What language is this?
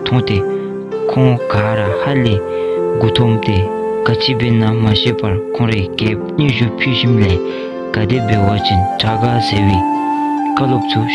Dzongkha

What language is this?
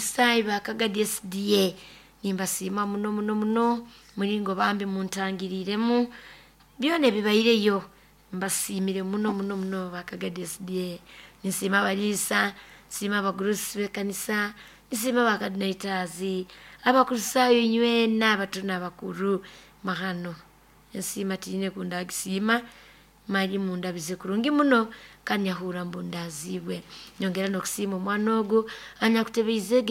Nyoro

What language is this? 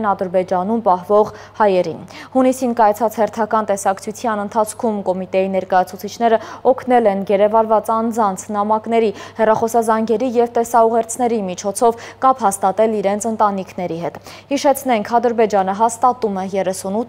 Armenian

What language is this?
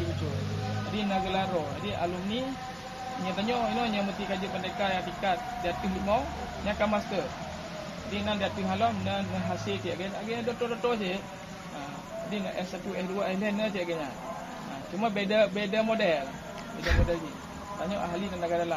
Achinese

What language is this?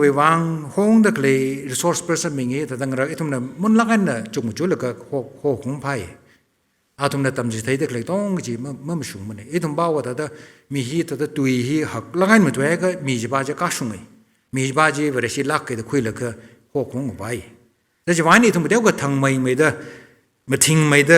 Tangkhul Naga (India)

